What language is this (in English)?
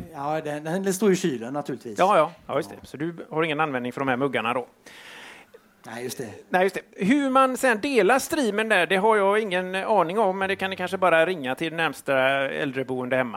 Swedish